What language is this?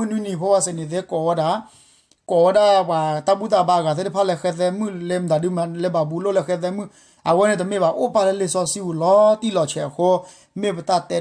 S'gaw Karen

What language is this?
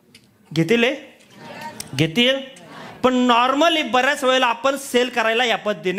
Marathi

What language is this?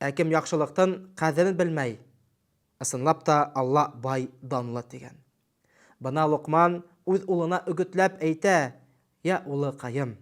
Bashkir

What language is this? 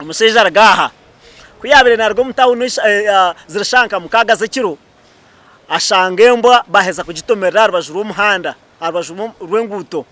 Nyankole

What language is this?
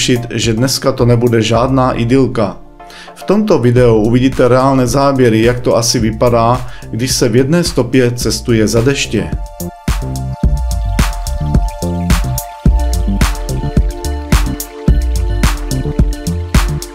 Czech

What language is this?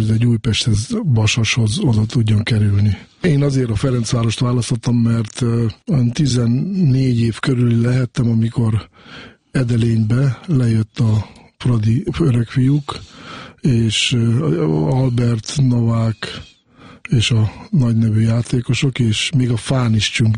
Hungarian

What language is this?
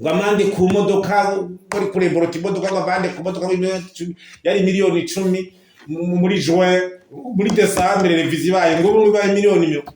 Rundi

